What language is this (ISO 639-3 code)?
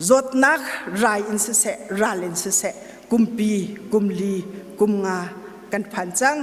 cnh